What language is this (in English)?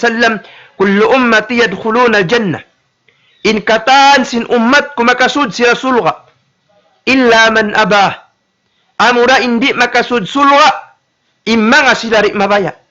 Tausug